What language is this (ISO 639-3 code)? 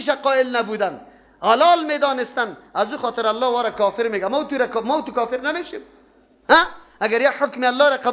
fas